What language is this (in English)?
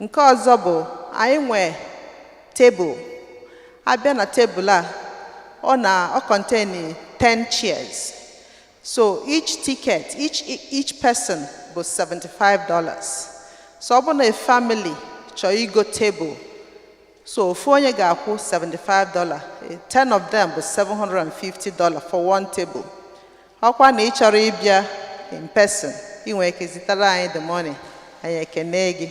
Igbo